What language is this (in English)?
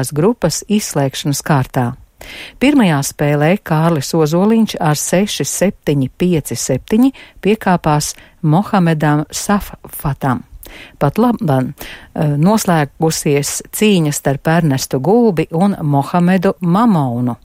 Latvian